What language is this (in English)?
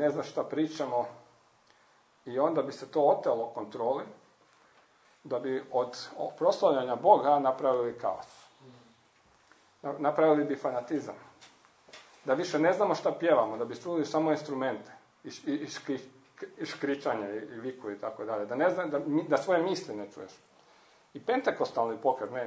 Croatian